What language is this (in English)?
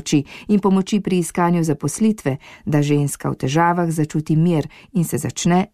Slovenian